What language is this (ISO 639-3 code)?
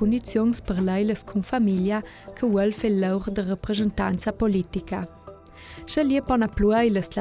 lld